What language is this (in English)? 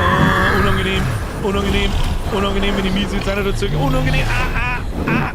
Bavarian